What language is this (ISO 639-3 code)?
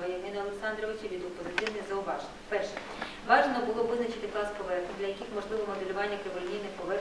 ukr